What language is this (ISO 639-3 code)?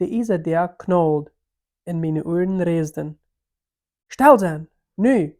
pdt